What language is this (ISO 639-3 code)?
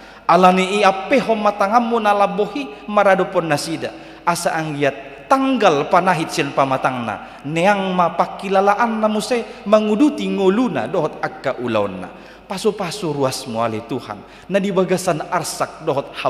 bbc